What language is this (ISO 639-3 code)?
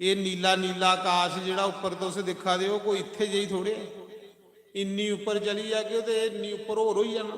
doi